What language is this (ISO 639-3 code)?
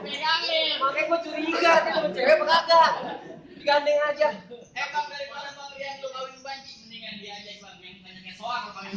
bew